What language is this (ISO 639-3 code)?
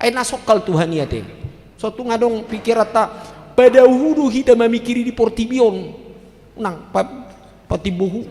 bbc